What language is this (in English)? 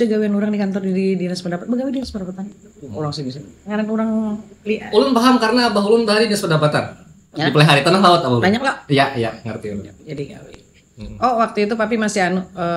Banjar